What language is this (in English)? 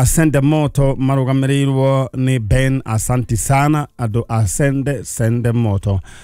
Kikuyu